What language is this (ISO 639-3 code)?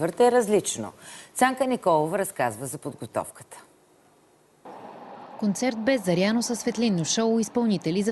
bul